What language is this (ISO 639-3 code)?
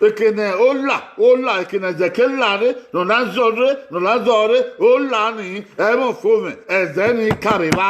bin